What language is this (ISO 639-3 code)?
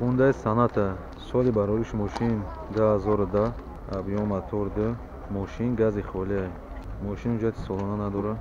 tgk